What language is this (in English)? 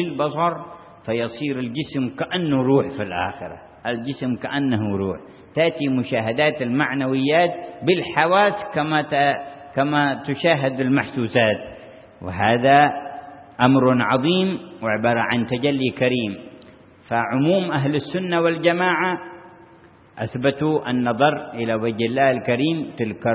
Arabic